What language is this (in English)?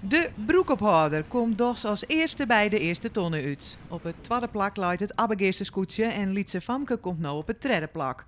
Western Frisian